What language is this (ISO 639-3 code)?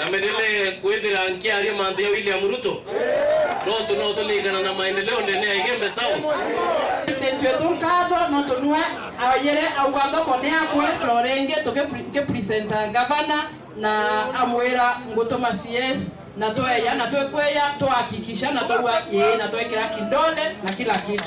mer